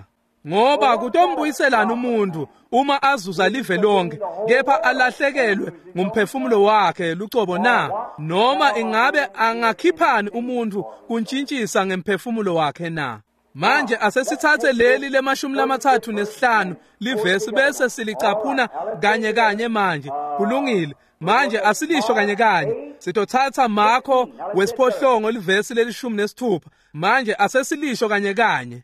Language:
Swati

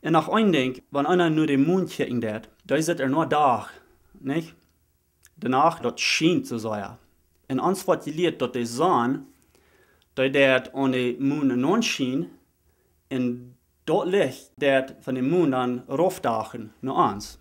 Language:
Plautdietsch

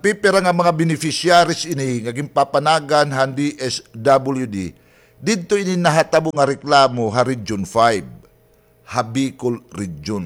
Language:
Waray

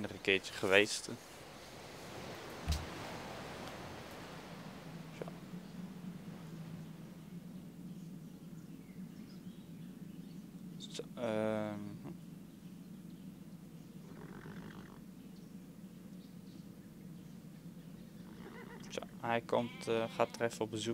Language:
Dutch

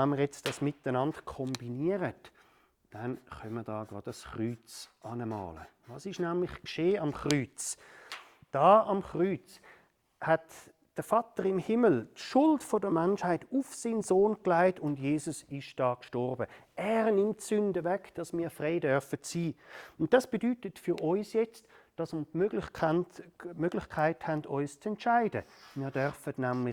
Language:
Swiss German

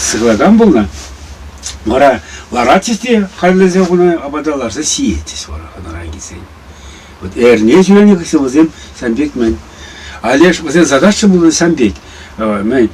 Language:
Chuvash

